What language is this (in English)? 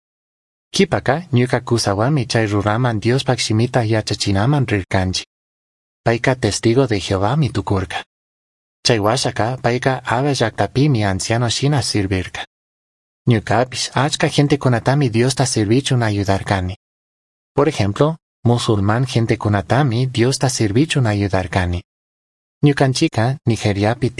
Chimborazo Highland Quichua